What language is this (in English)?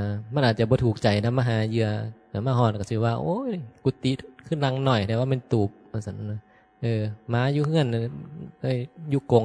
Northeastern Thai